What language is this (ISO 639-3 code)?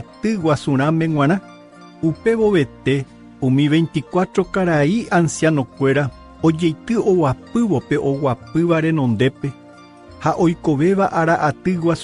grn